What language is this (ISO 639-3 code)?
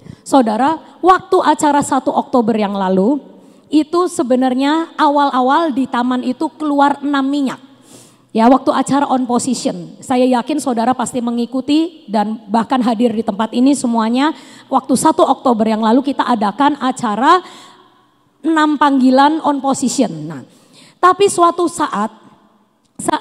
ind